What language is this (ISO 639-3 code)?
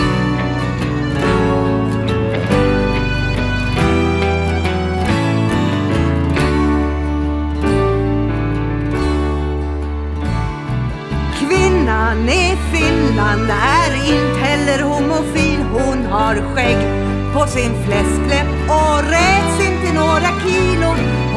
swe